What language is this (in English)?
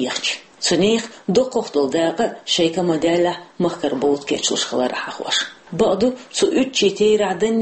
Chechen